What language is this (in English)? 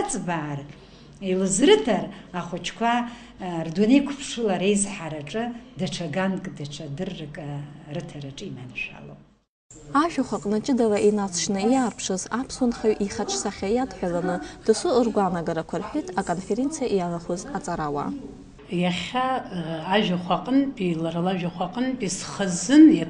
Abkhazian